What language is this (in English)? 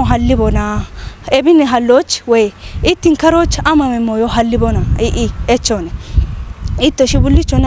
Kafa